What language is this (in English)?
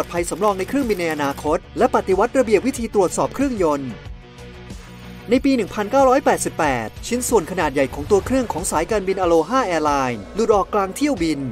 Thai